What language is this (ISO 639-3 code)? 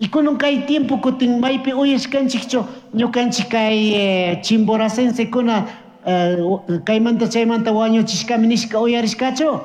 qug